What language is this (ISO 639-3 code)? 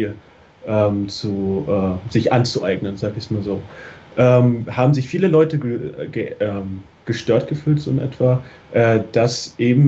deu